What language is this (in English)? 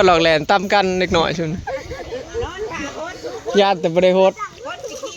Northeastern Thai